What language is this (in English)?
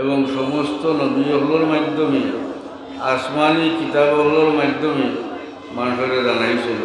Sylheti